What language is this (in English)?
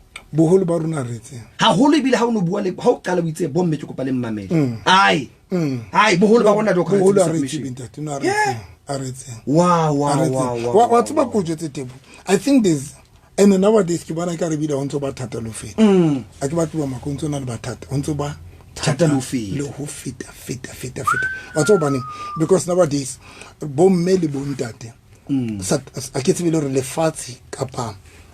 Southern Sotho